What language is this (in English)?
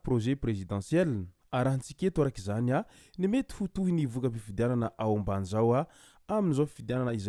Malagasy